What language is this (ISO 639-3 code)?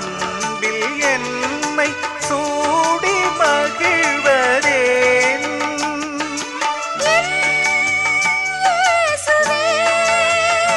tam